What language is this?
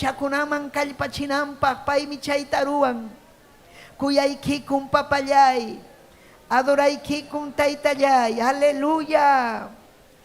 Ayacucho Quechua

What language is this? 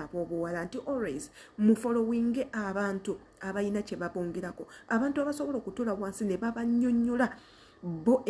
Ganda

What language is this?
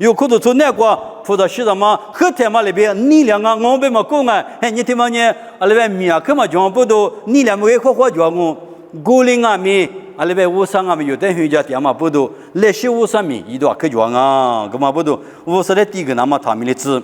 Lisu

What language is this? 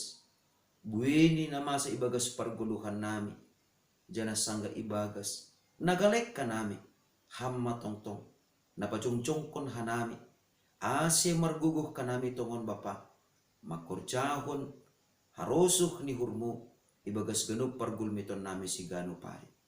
Batak Simalungun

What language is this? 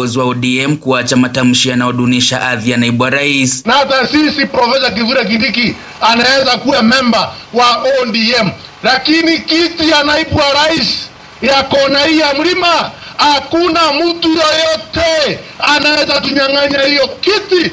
Swahili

